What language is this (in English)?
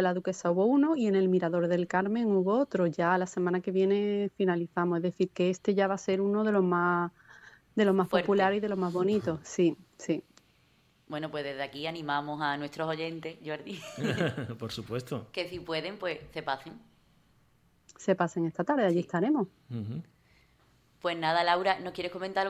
Spanish